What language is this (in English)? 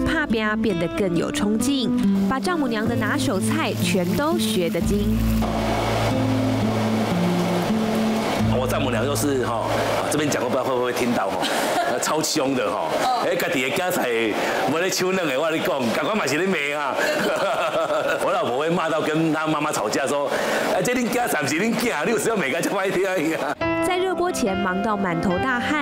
Chinese